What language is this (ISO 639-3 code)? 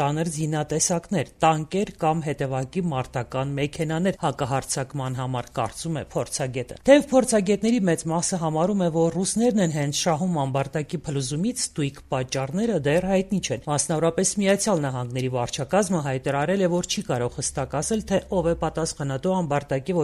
hye